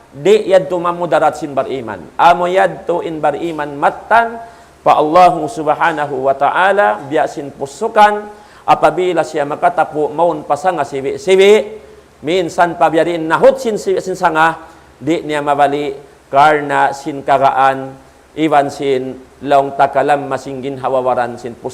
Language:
Tausug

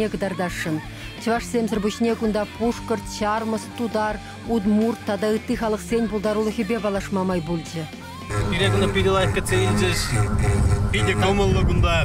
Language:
Chuvash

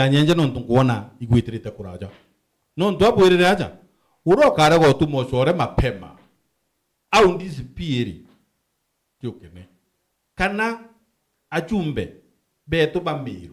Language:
Meru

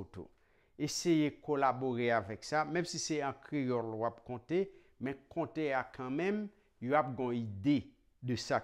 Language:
Haitian Creole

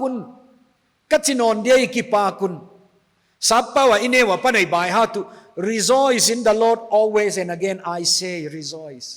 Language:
Paite Chin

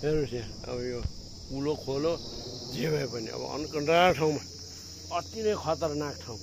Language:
Nepali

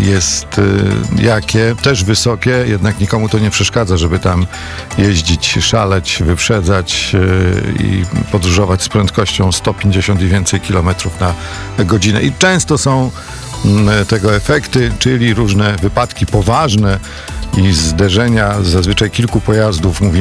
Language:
Polish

